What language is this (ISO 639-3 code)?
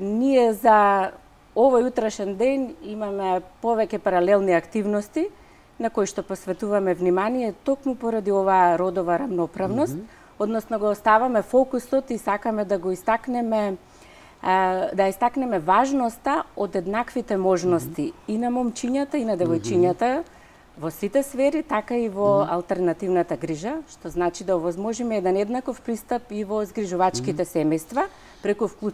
mkd